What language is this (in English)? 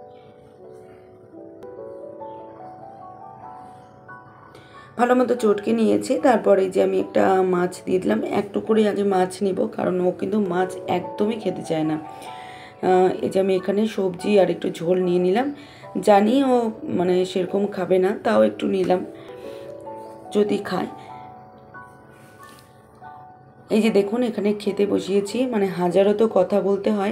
Bangla